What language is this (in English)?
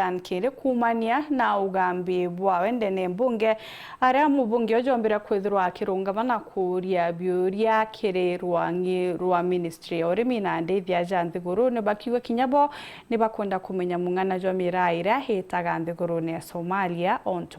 Meru